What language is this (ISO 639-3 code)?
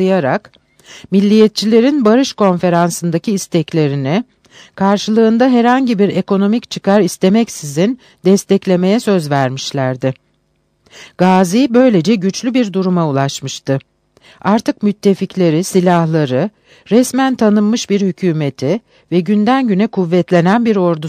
tur